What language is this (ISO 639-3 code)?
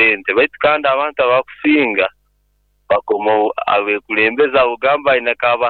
nyn